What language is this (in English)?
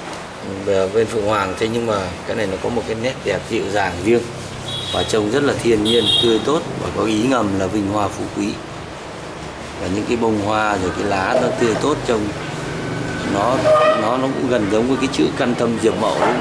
Vietnamese